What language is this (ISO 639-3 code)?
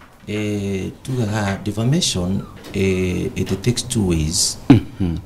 kik